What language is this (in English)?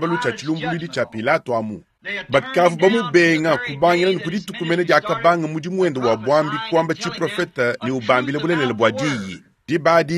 Luba-Lulua